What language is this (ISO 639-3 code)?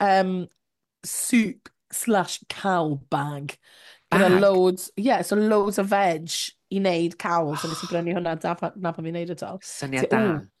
cym